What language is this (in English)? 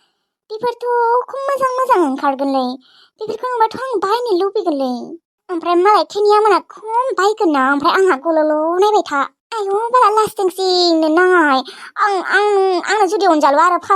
Bodo